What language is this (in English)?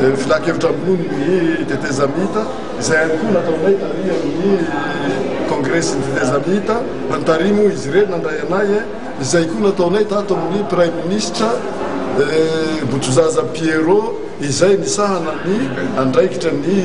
Malagasy